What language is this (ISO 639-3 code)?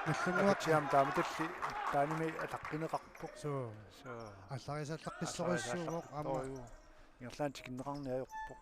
kal